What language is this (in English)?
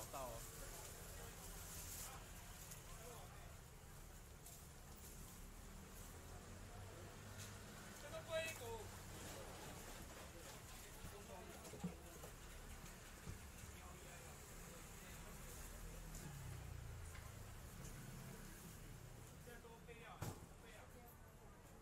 Chinese